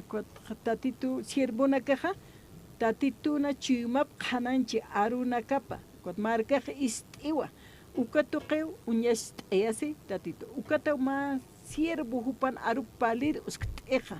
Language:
Aymara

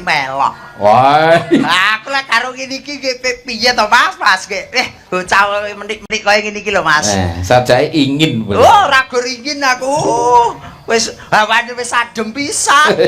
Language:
Javanese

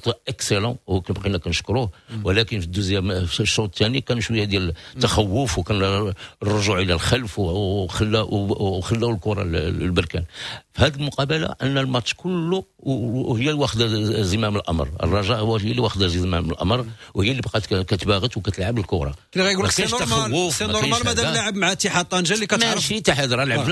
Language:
Moroccan Arabic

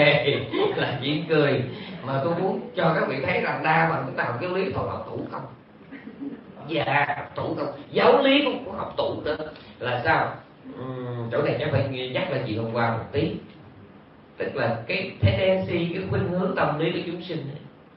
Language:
Vietnamese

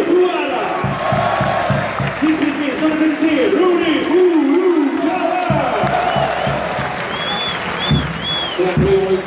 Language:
Swedish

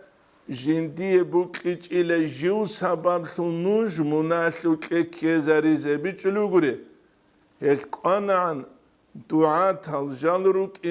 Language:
Avaric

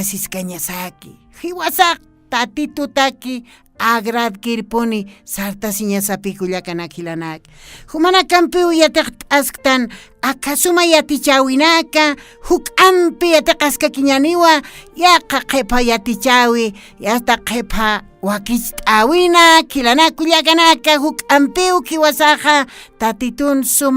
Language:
Aymara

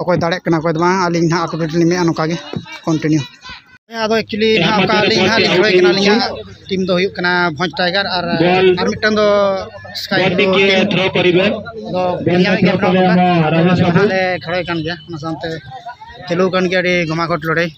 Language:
Santali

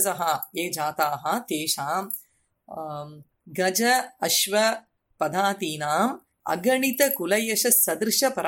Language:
Sanskrit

